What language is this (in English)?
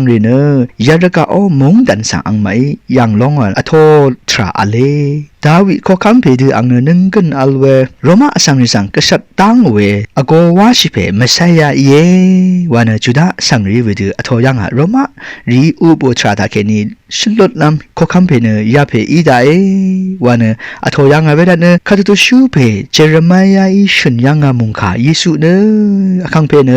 Rawang